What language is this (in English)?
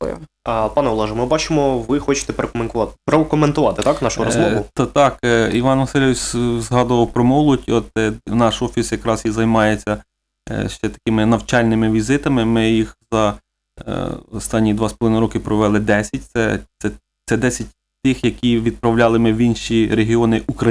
Ukrainian